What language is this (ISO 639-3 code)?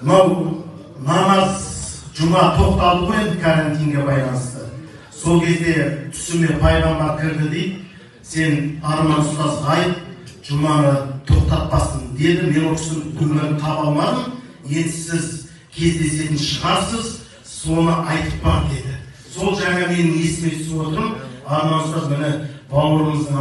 kaz